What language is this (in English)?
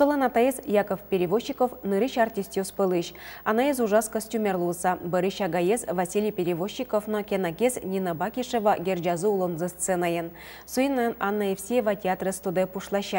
Udmurt